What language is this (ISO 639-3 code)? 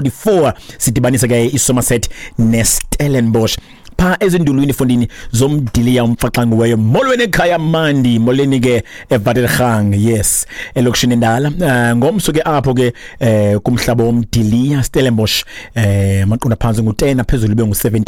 xho